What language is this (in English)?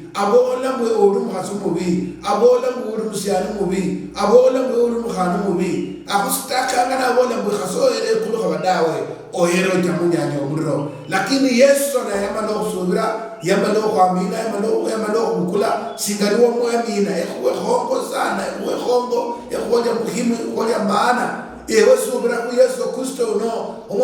Luyia